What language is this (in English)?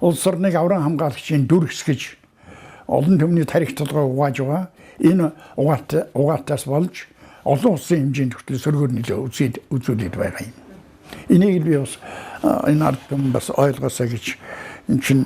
Mongolian